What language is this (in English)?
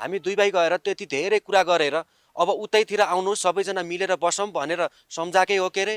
Nepali